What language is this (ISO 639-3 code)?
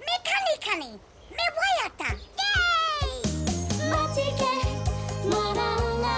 mri